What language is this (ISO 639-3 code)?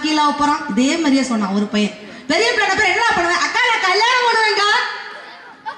tam